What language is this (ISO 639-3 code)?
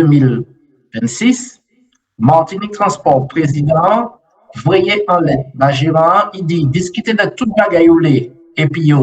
gcf